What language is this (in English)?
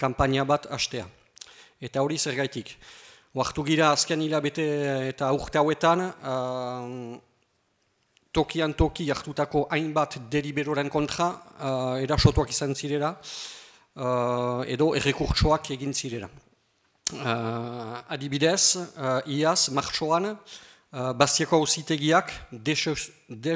Basque